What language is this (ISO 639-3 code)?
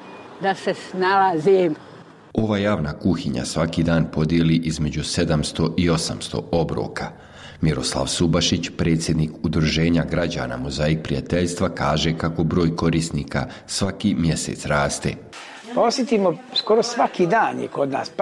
bos